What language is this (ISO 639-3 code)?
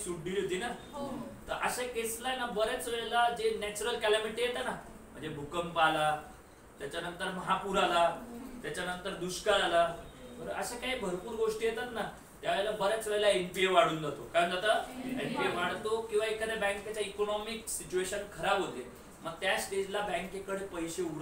mar